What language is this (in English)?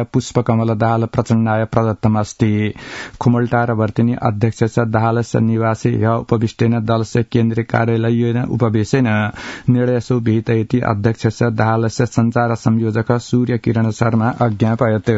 Sanskrit